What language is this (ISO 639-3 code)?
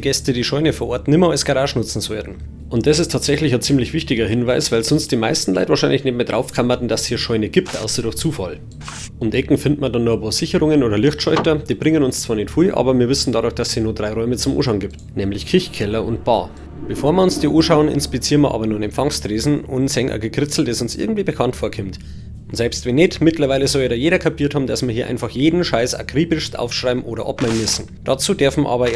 bar